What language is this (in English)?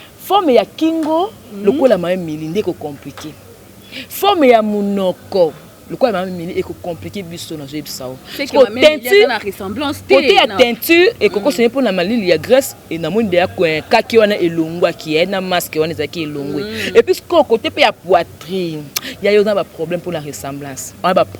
Lingala